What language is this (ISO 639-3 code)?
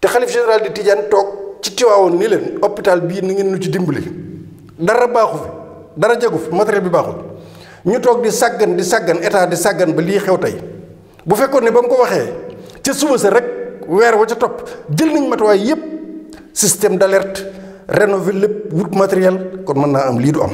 wol